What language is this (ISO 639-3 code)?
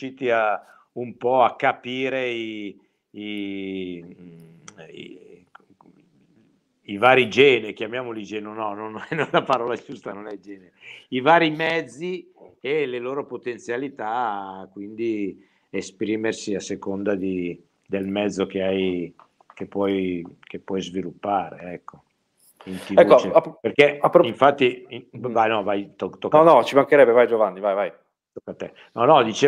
ita